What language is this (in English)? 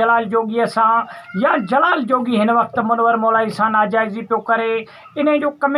Sindhi